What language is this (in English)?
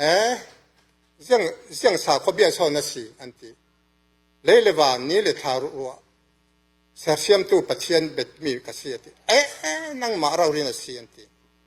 Falam Chin